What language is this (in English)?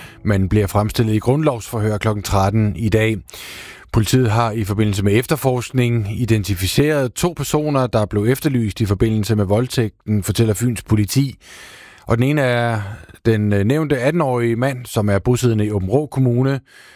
Danish